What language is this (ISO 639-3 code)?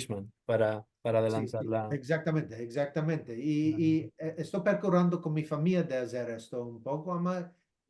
lad